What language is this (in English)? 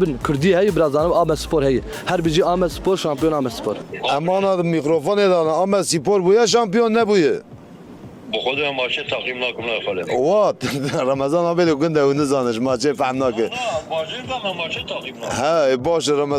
Kurdish